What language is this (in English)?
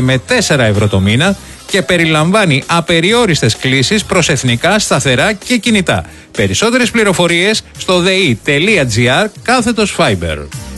Greek